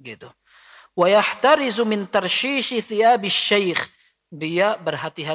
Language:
Indonesian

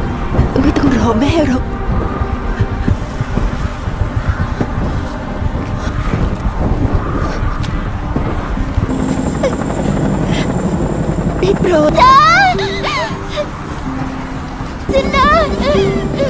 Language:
Thai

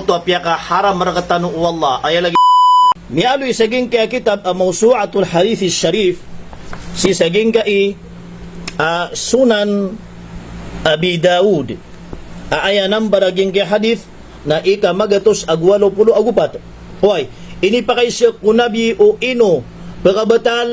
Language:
Maranao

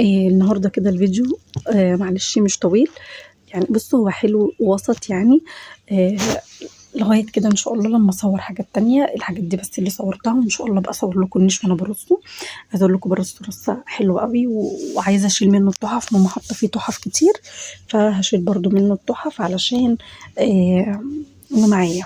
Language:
Egyptian Arabic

